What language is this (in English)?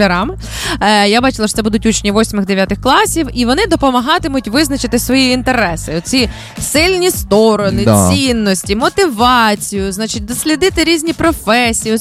Ukrainian